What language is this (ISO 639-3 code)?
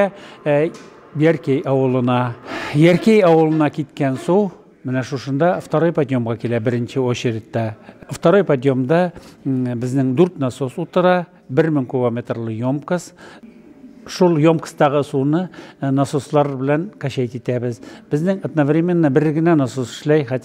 tat